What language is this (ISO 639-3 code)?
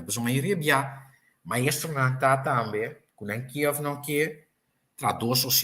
pap